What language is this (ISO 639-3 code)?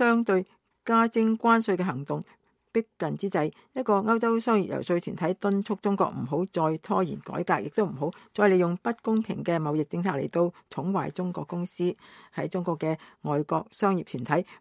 yue